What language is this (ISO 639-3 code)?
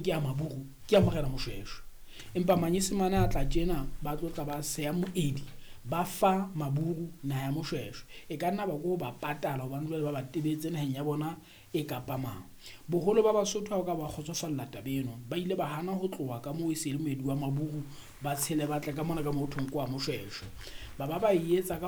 sot